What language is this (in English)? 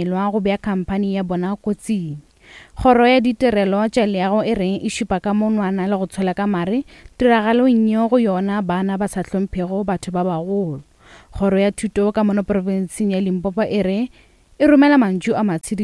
Northern Sotho